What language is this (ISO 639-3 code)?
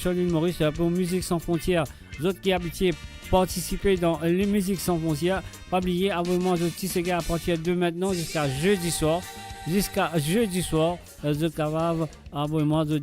mfe